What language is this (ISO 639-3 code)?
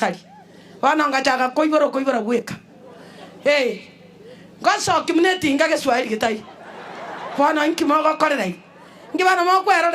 guz